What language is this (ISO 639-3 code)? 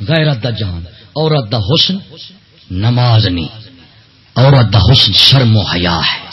skr